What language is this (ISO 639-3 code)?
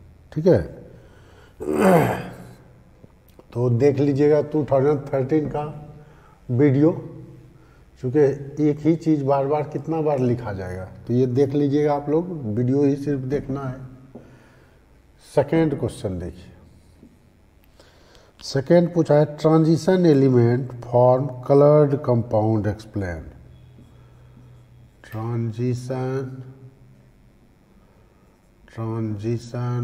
hin